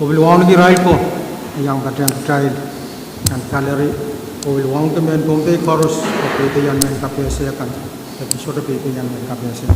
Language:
Pohnpeian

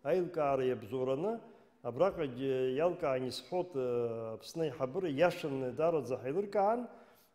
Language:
Abkhazian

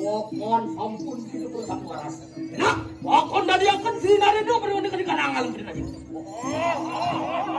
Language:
Balinese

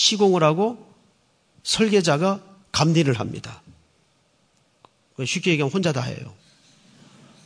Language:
Korean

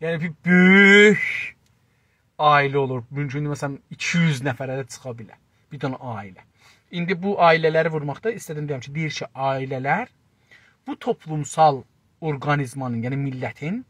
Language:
South Azerbaijani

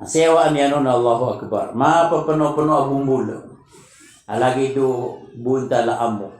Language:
Maranao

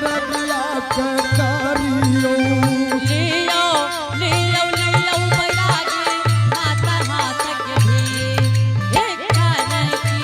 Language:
Angika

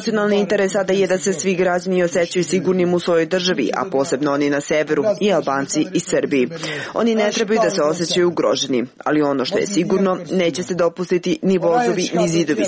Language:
Serbian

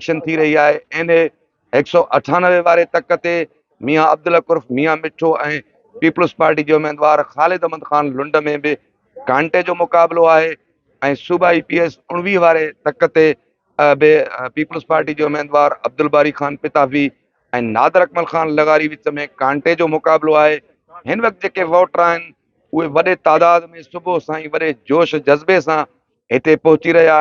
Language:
Sindhi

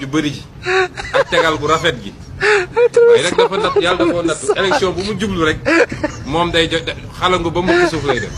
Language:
Wolof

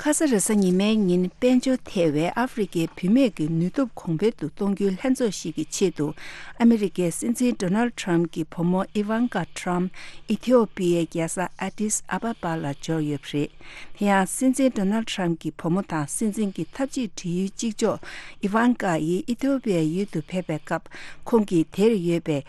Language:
Tibetan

